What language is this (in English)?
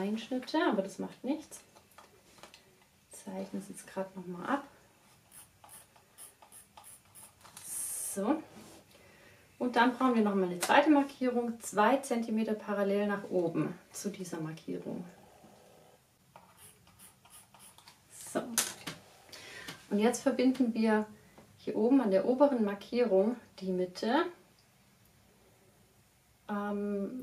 German